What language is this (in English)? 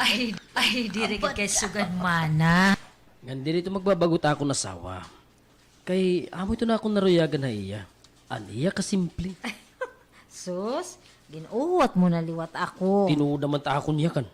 Waray